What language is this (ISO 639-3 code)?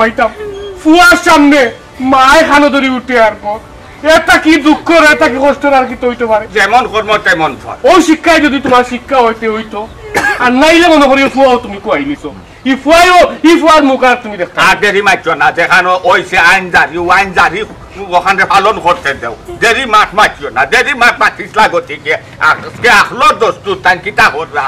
syl